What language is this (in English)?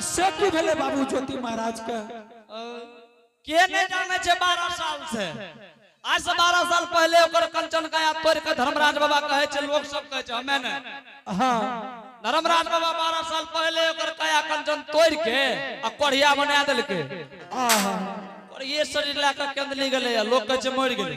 Angika